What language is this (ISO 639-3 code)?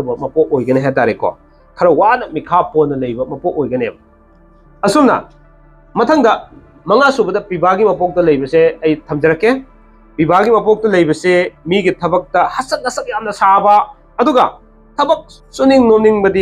mni